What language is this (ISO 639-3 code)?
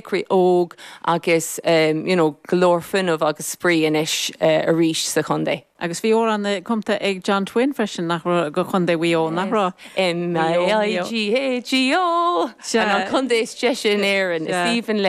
gle